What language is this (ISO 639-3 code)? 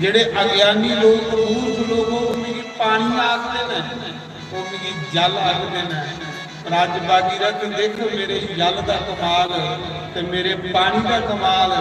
doi